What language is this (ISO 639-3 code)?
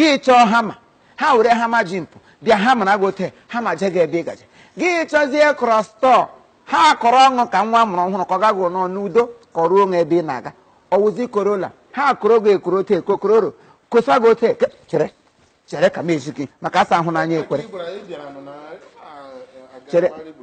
ibo